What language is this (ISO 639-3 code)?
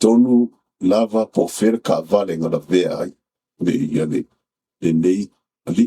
smo